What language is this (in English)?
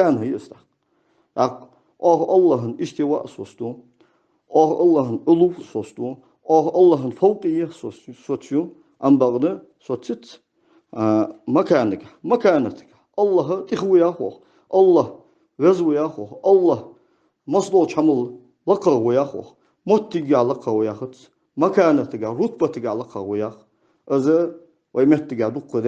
Ingush